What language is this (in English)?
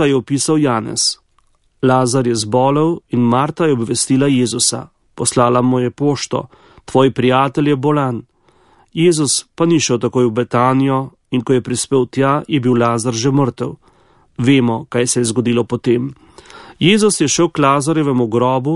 Slovenian